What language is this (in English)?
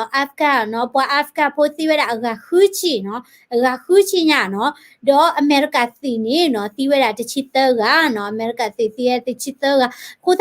S'gaw Karen